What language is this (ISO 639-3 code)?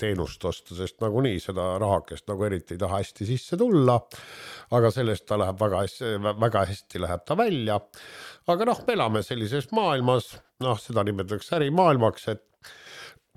est